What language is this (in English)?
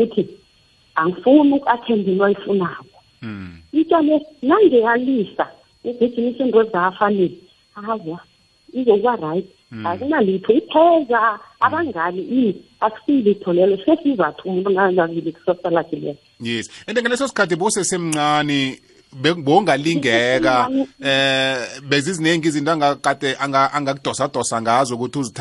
South Ndebele